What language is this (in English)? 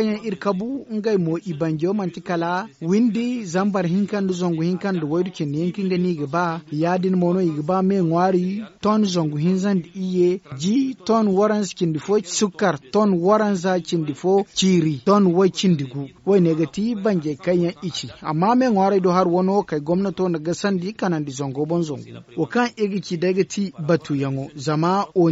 Zarma